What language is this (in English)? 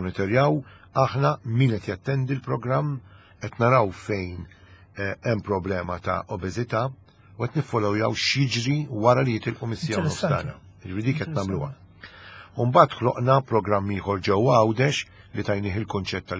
Maltese